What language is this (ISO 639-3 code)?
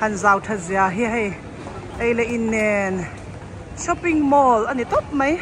lus